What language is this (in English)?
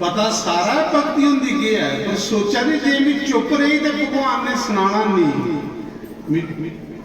Dogri